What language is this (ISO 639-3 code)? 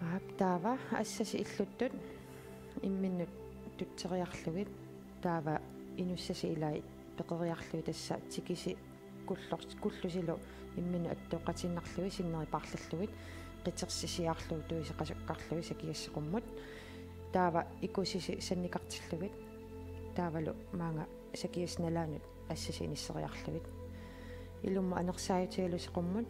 kal